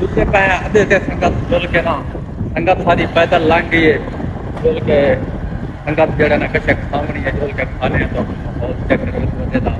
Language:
Saraiki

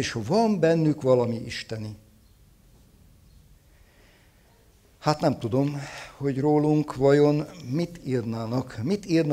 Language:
Hungarian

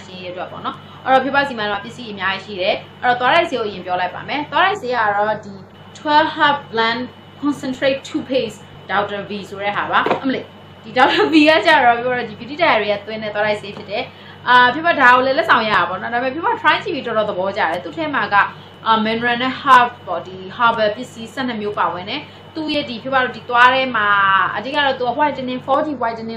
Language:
Burmese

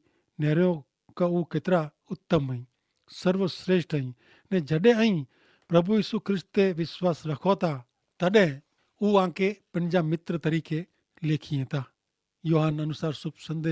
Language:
Kachhi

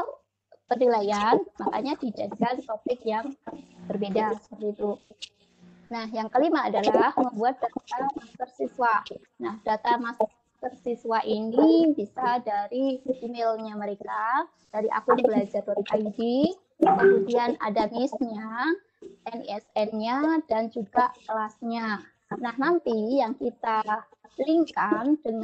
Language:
Indonesian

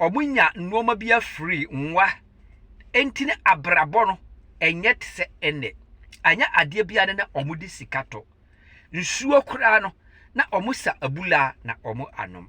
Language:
Akan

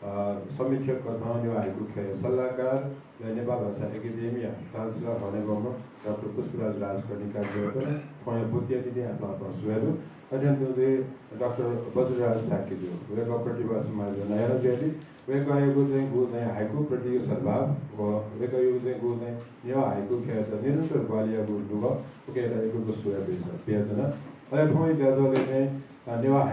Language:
Newari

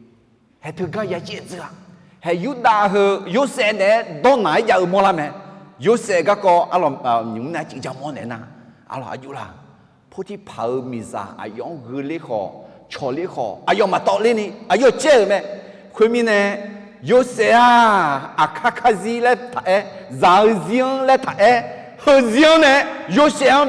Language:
Akha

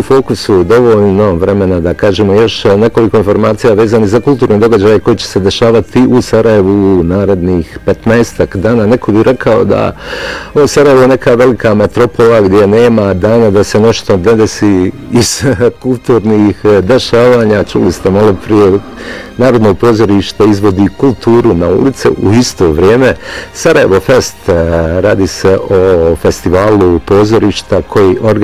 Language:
Bosnian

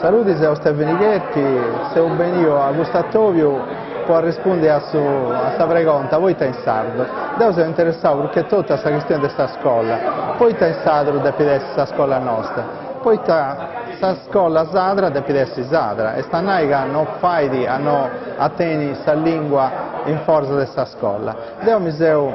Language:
Sardinian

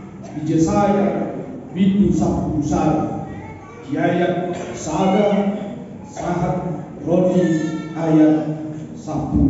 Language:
Batak Toba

